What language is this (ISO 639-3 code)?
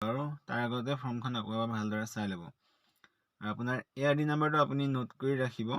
asm